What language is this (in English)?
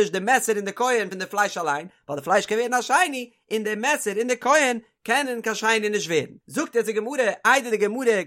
Yiddish